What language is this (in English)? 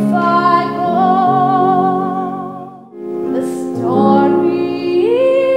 Swedish